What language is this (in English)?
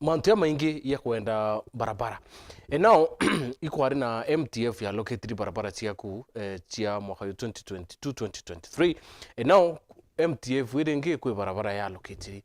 Meru